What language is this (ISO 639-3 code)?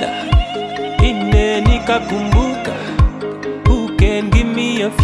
swa